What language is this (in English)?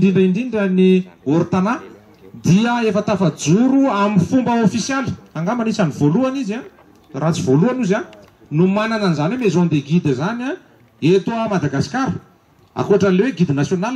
Malagasy